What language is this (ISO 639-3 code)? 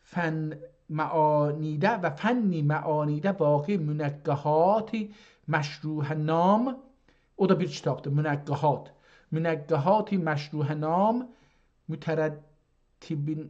azb